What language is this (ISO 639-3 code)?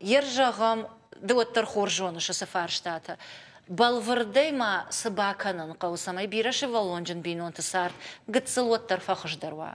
oss